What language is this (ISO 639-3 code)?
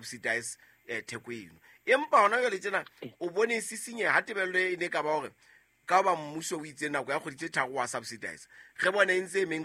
sot